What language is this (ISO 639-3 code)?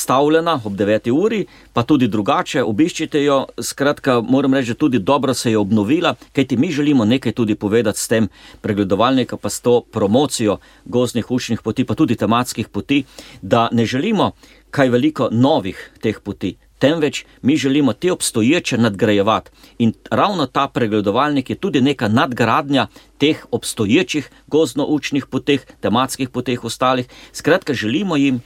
slv